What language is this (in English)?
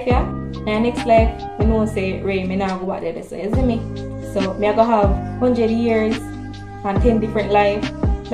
Jamaican Creole English